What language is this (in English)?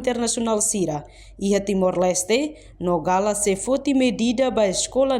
Tetum